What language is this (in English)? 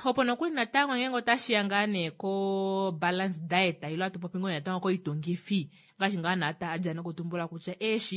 Kuanyama